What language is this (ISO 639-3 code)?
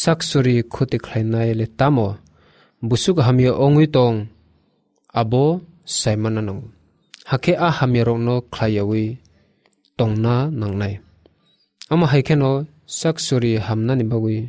trp